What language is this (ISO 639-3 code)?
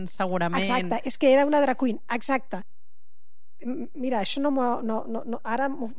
cat